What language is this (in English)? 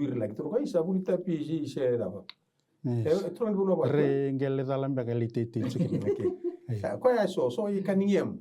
Fijian